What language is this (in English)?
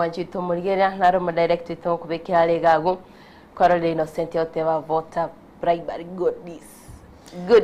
Gusii